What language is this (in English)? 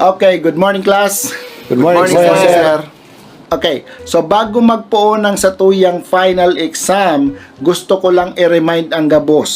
Bikol